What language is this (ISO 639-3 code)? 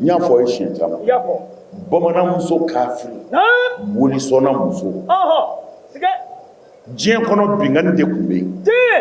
bam